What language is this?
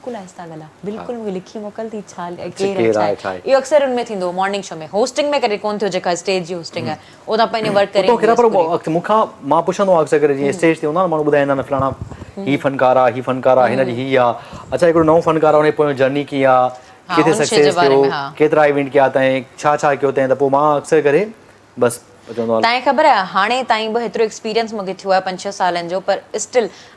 Sindhi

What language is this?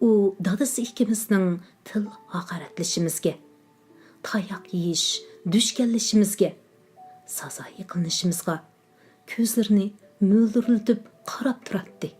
Uyghur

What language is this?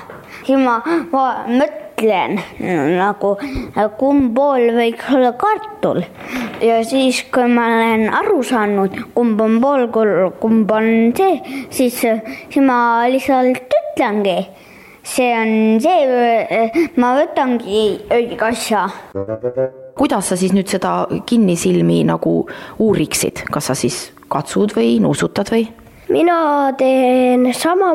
Estonian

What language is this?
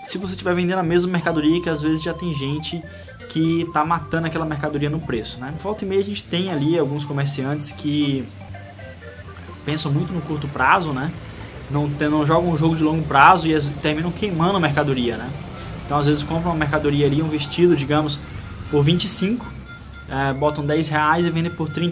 Portuguese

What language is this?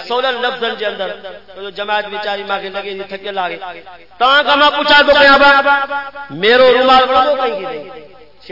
Saraiki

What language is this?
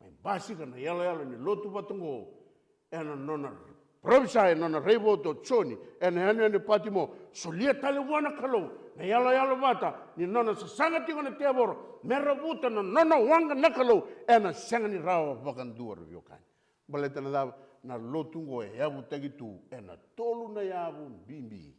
Fijian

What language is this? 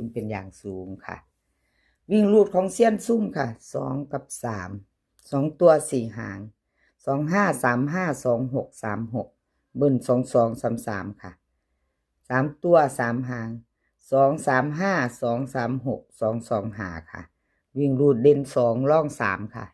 Northeastern Thai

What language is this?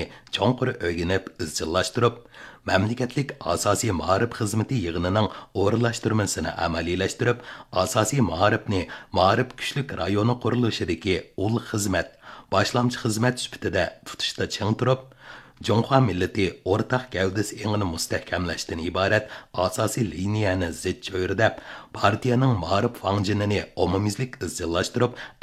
Uyghur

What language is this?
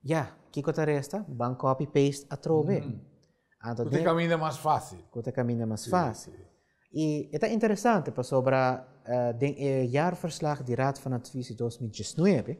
Papiamento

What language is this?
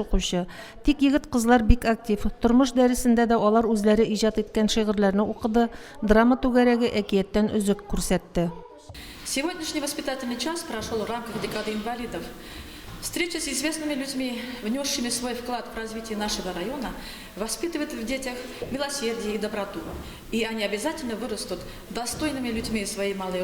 Tatar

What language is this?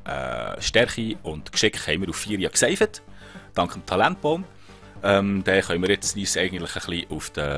Swiss German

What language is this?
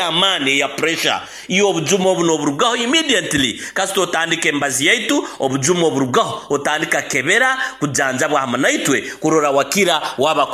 Nyoro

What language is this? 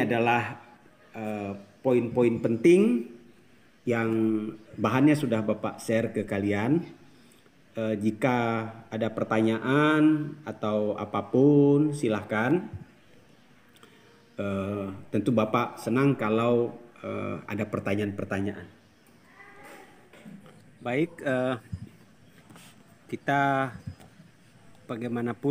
Indonesian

